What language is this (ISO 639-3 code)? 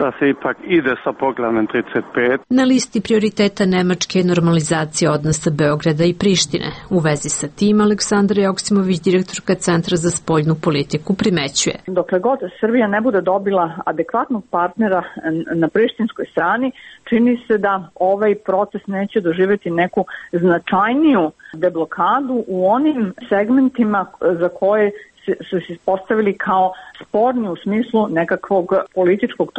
srp